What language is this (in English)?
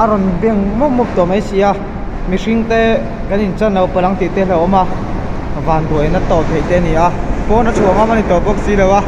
Mizo